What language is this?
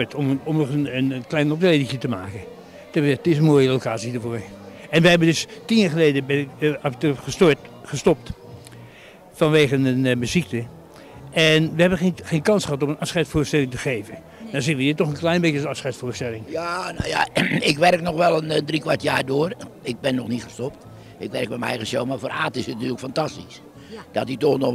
Dutch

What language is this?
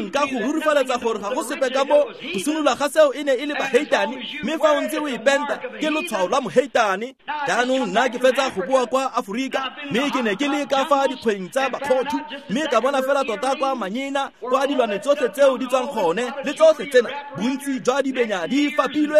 Tswana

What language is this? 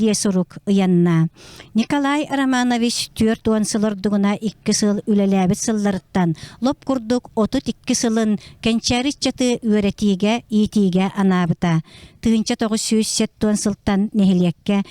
Yakut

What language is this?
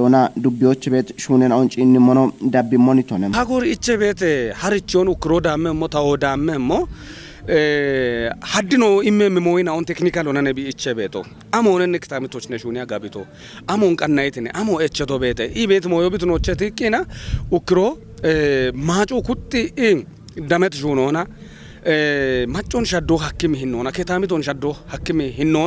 Kafa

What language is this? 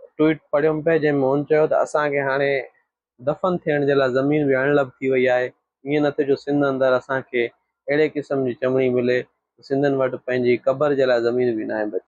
Sindhi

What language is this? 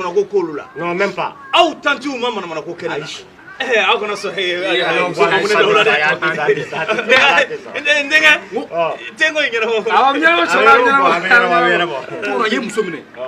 Bambara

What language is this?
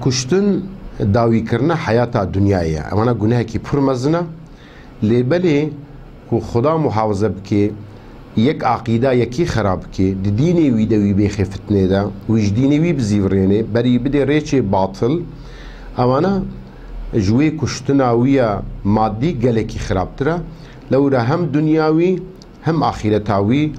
Kurdish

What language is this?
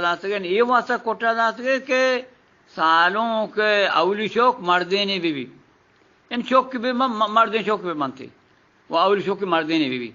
Eastern Balochi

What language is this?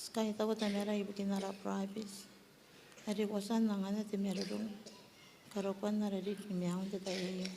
Gilbertese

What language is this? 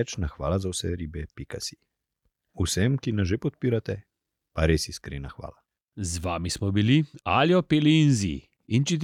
Slovenian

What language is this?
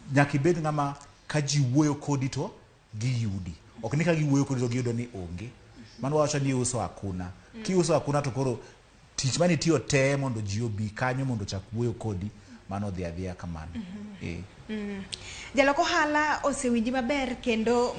Luo (Kenya and Tanzania)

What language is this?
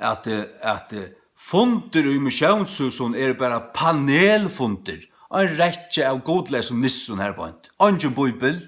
Faroese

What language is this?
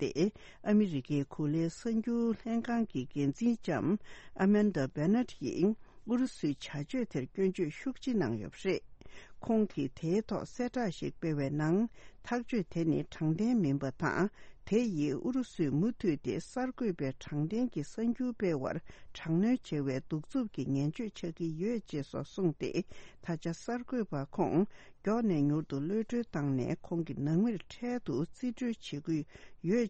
Tibetan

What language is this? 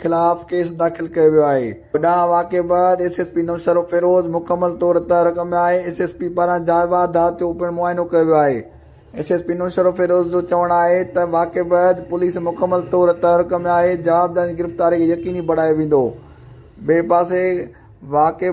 Sindhi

